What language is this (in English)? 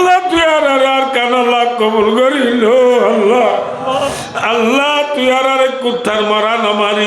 Rohingya